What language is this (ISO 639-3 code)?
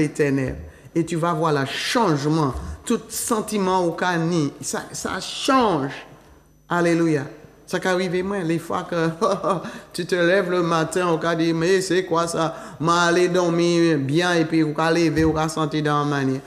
fra